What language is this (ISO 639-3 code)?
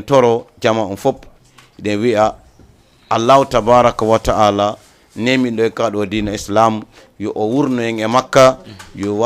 ful